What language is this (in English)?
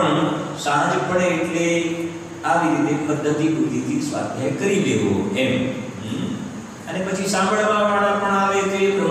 Gujarati